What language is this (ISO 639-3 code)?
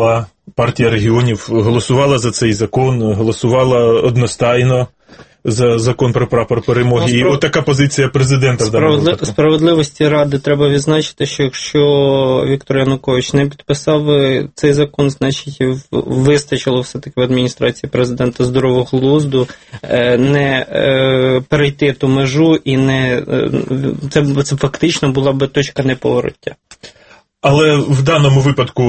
ukr